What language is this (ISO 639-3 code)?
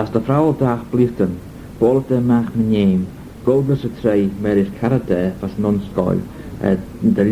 glv